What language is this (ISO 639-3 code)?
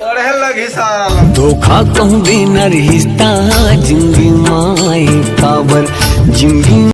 hne